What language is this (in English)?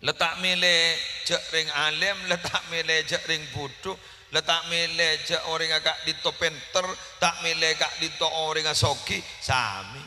Madurese